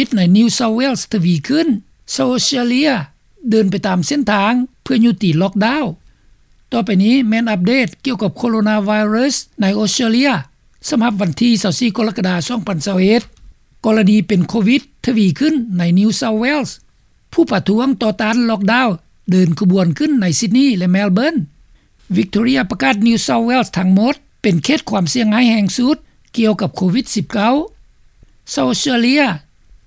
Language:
Lao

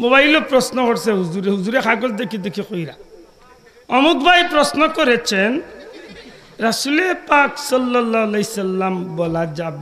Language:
Sylheti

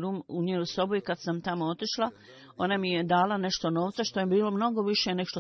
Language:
Bosnian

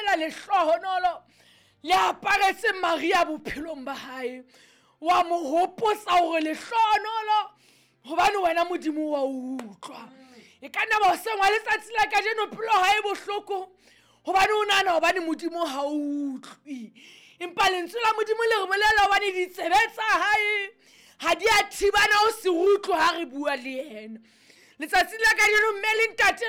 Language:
Southern Sotho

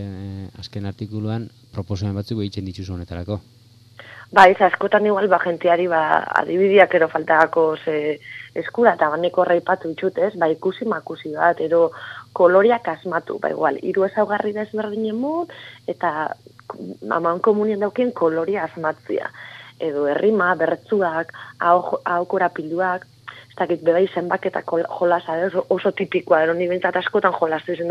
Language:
Basque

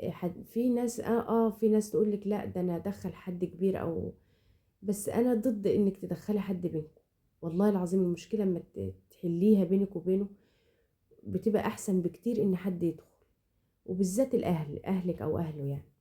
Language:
Egyptian Arabic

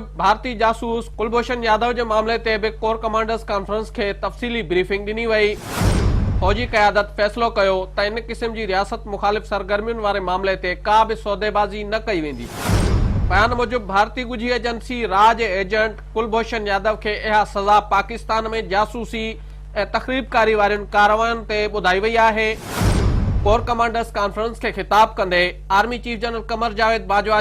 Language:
Sindhi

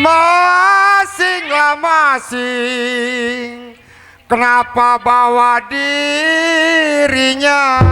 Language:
Betawi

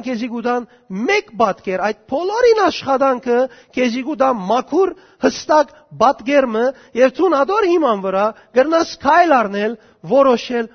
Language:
Western Armenian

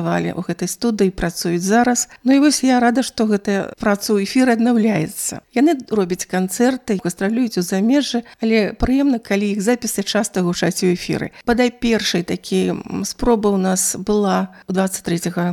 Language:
Belarusian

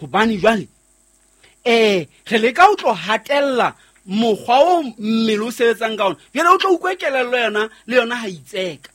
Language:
Southern Sotho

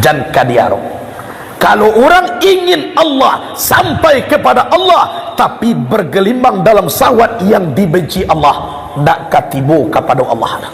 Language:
Minangkabau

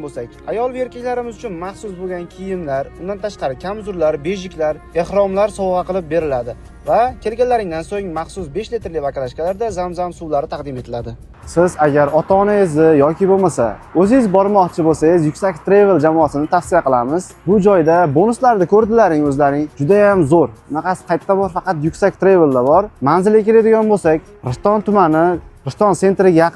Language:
Uzbek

